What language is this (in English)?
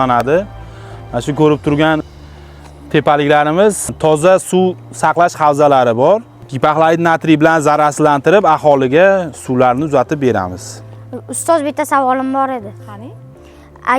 Uzbek